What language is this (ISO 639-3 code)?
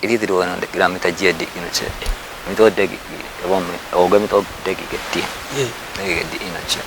kbr